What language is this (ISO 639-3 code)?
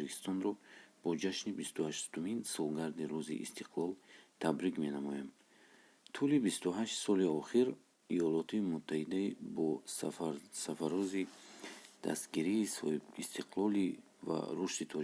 tgk